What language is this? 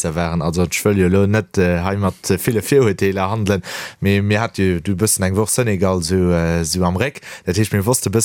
Luxembourgish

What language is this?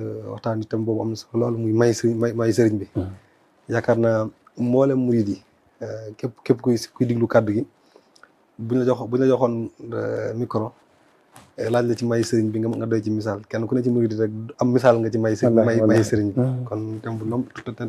Wolof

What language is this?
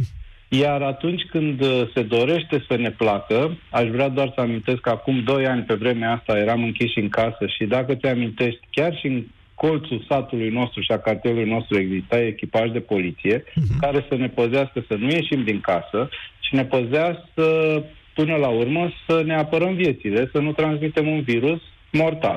Romanian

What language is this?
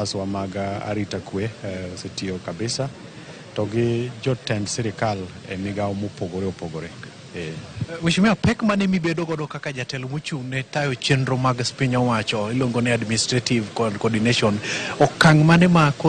Luo (Kenya and Tanzania)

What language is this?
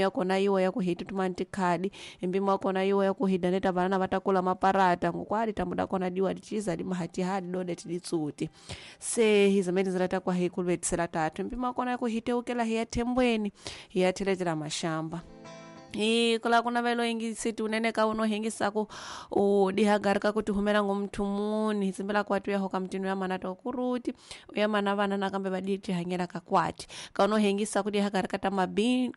Tsonga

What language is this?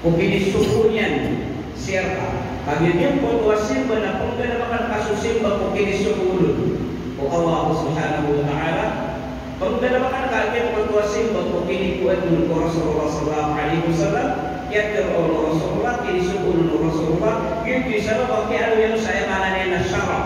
Maranao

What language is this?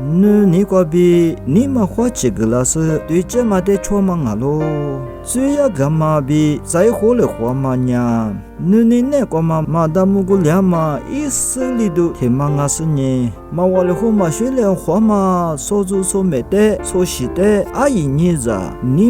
Lisu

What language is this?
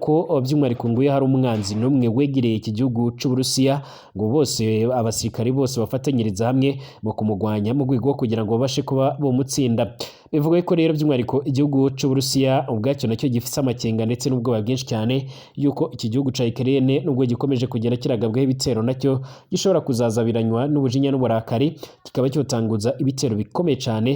Rundi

